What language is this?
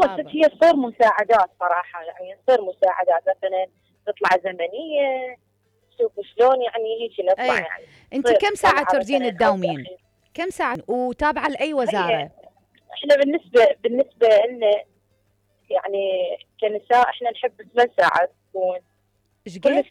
Mesopotamian Arabic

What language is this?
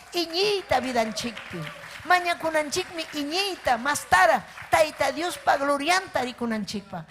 Ayacucho Quechua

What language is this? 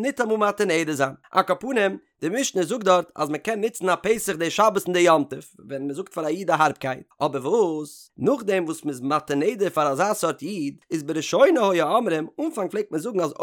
Yiddish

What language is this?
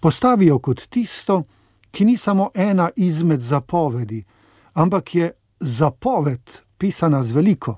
Slovenian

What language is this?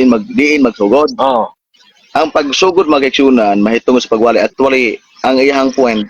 Cebuano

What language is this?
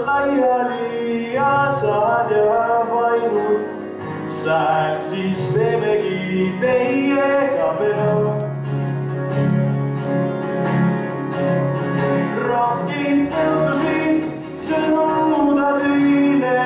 Estonian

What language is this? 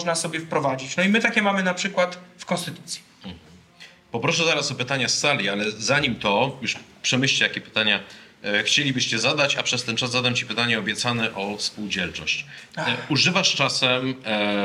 Polish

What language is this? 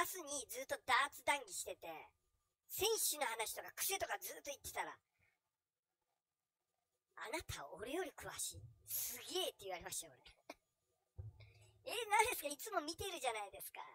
Japanese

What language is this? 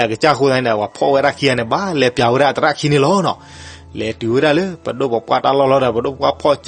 S'gaw Karen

